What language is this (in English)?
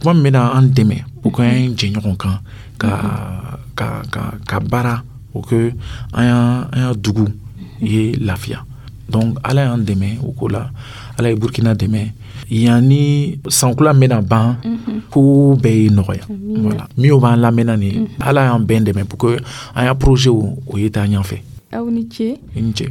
Dyula